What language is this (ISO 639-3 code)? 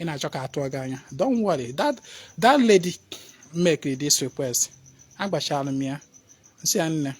ibo